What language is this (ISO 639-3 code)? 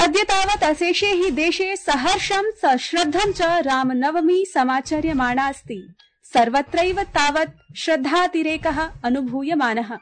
san